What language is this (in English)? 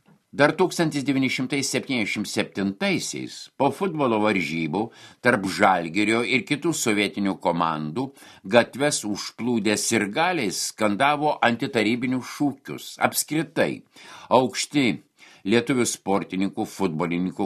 Lithuanian